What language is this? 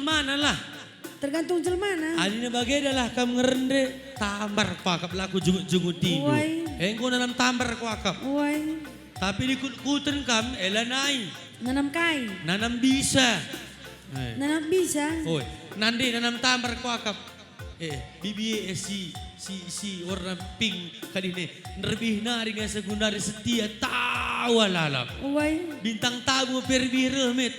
Batak Karo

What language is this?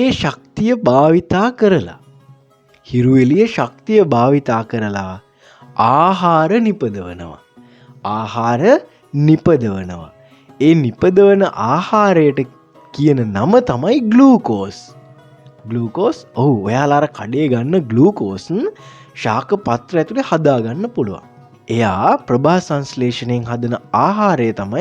Sinhala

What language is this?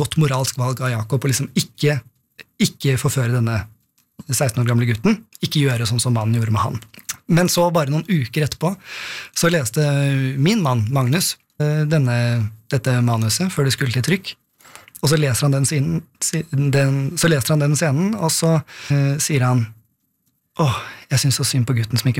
Norwegian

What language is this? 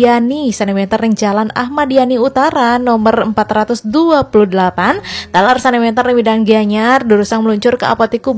Balinese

